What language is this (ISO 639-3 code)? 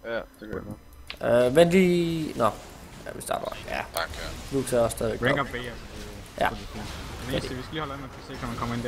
dan